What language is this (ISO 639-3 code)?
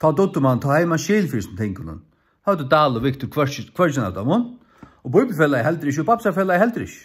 fao